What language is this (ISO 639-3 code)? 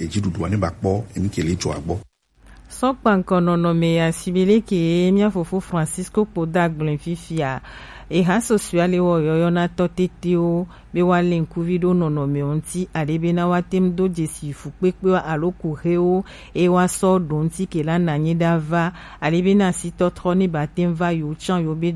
gej